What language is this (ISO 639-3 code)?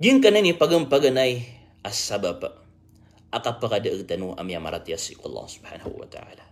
mrw